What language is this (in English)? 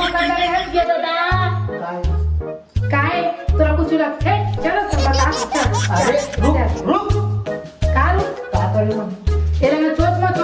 Chhattisgarhi